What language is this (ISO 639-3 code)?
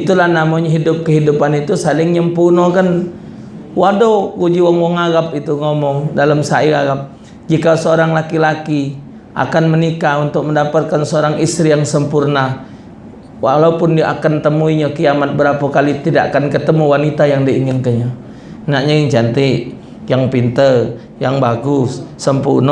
mui